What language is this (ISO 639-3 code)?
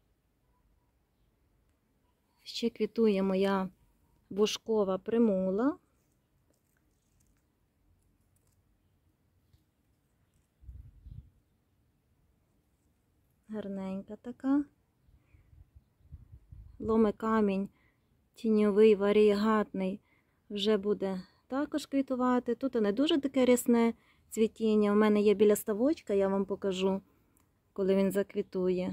ukr